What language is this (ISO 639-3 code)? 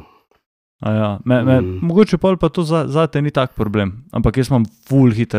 slv